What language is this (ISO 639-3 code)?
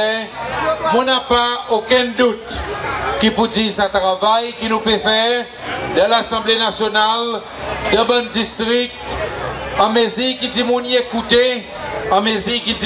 crs